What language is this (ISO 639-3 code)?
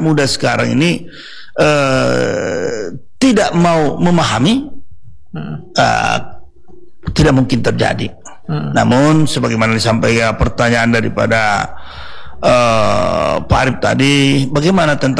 ind